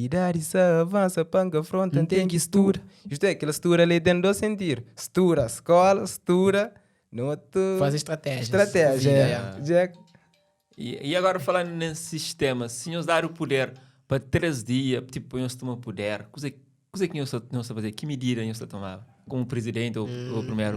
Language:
Kabuverdianu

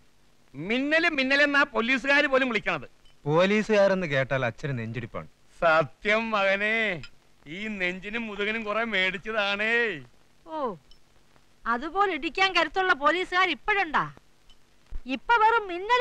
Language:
Malayalam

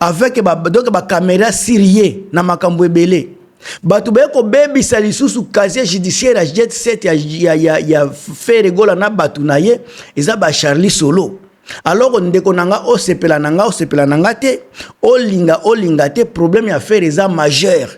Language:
Lingala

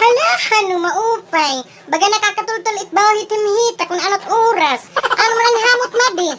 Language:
Waray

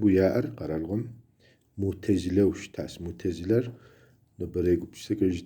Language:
Kabardian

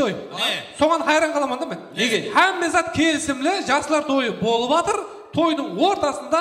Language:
Kara-Kalpak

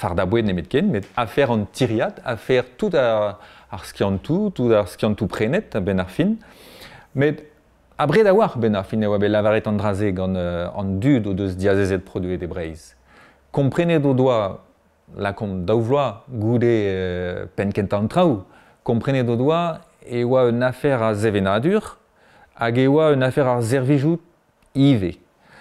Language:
Breton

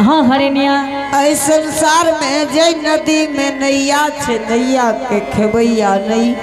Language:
Angika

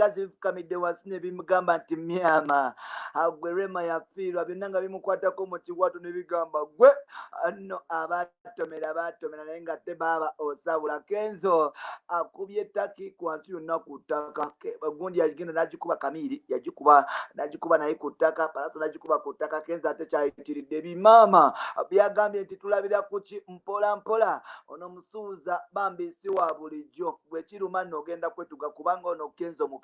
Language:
Ganda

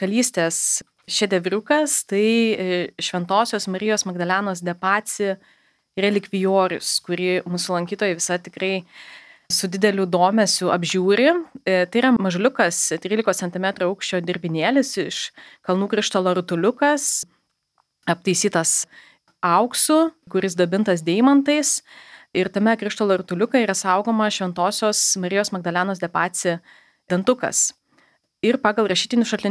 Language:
Lithuanian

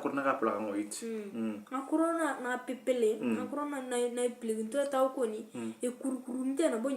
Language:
Turkana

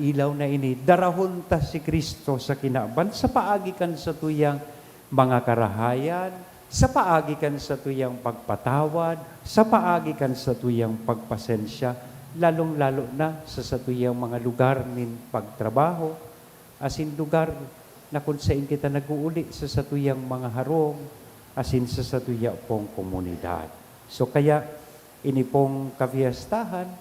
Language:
Bikol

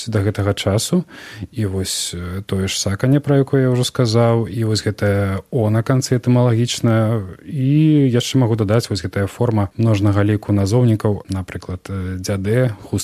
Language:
Belarusian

